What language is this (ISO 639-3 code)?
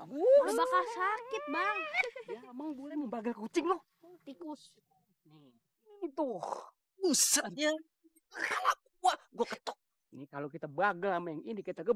bew